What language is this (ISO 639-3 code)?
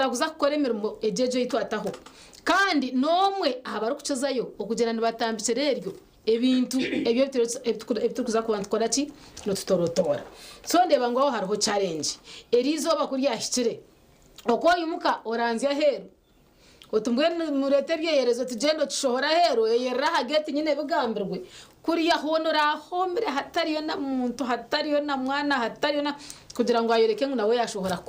nyn